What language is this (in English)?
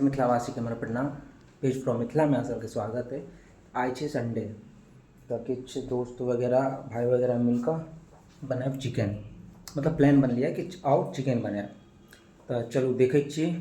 Maithili